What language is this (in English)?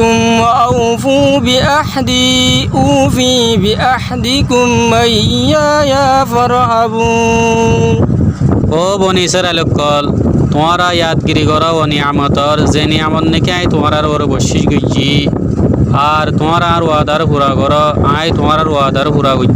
Rohingya